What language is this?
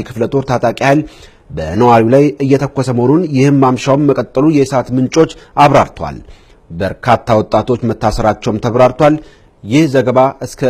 Amharic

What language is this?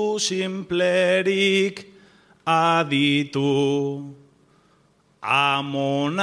Basque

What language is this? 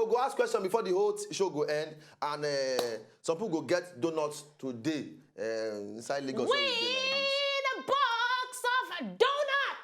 Nigerian Pidgin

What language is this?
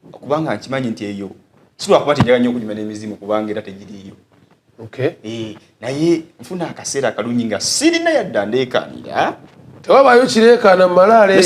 Ganda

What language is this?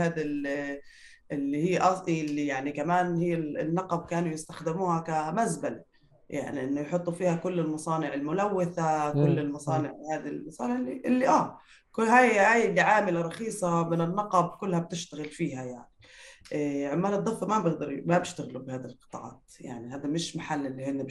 North Levantine Arabic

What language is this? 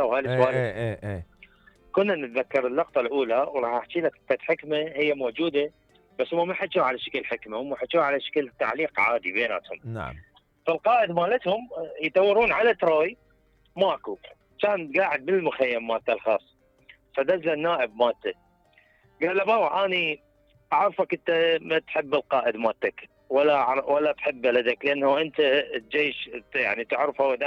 Mesopotamian Arabic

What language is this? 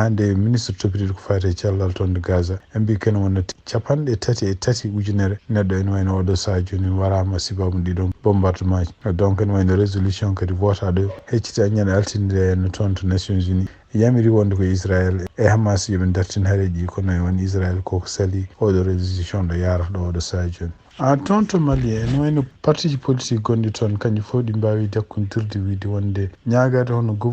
Fula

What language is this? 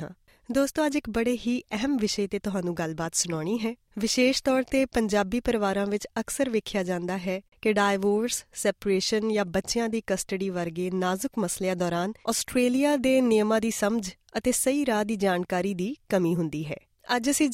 Punjabi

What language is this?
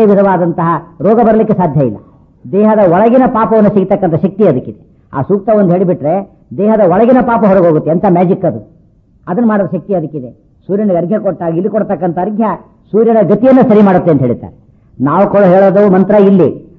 Kannada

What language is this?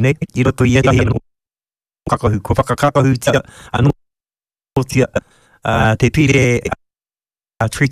Māori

